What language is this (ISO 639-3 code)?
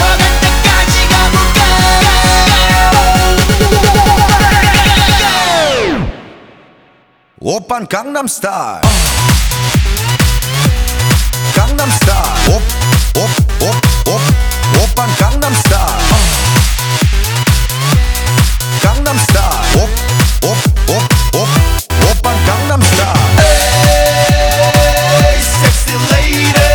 kor